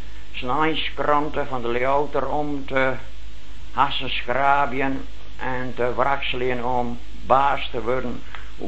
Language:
Dutch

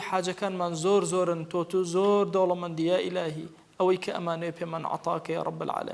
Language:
Central Kurdish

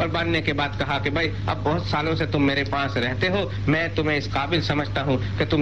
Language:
Urdu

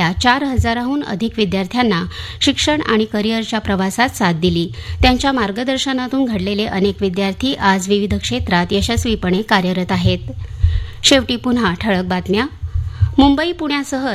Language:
Marathi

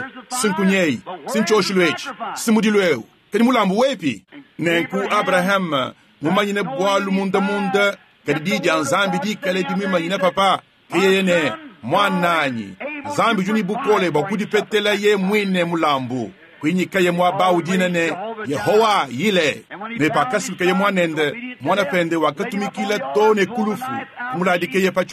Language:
Luba-Lulua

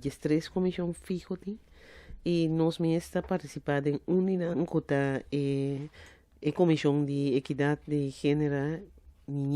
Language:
Papiamento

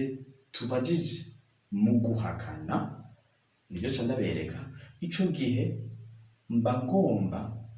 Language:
Rundi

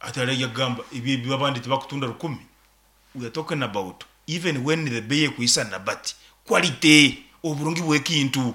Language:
Nyankole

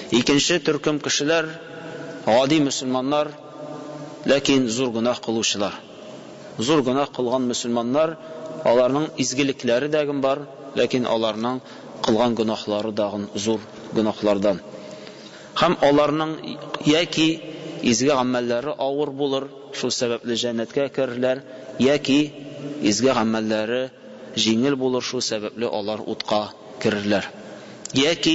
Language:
Tatar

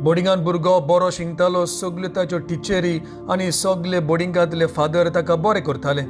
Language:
Konkani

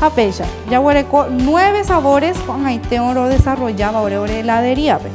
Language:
Guarani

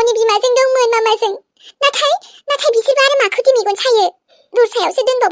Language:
Bodo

